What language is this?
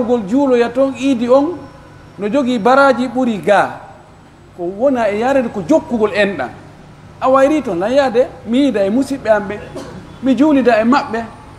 Pular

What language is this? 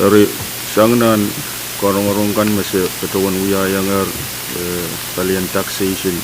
Pohnpeian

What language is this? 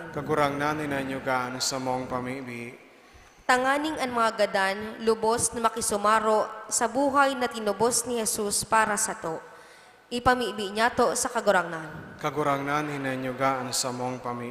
Bikol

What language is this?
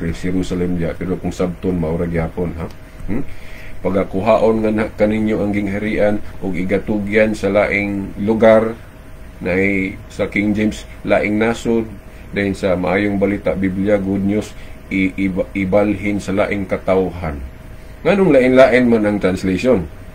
Cebuano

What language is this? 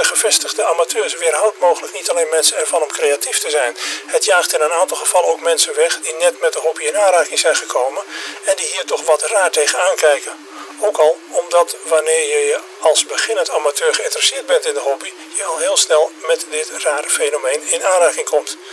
Dutch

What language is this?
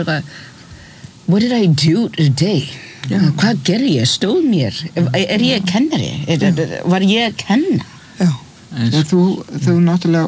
Icelandic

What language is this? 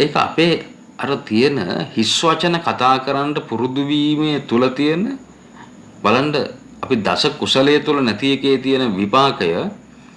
Sinhala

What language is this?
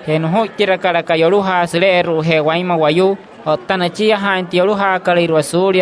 Wayuu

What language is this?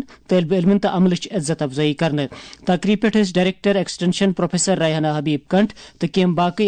Kashmiri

